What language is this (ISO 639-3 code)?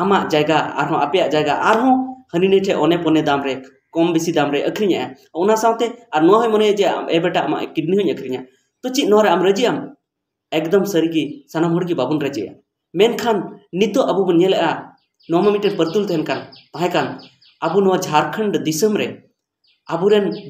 sat